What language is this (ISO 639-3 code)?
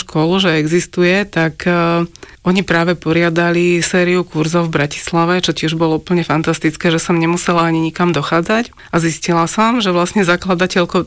slk